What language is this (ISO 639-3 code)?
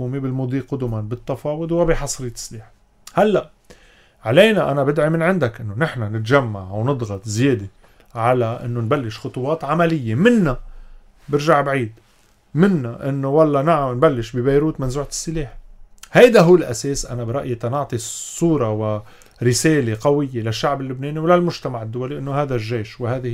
apc